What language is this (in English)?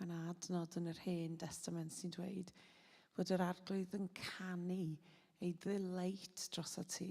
Welsh